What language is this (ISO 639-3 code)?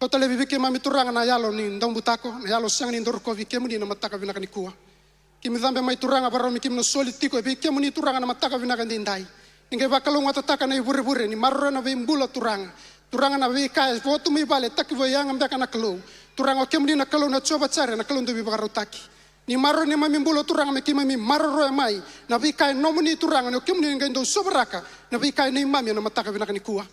fij